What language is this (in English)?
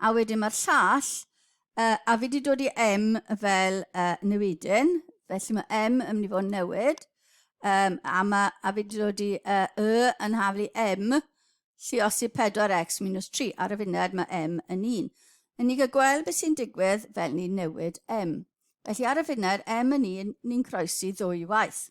Welsh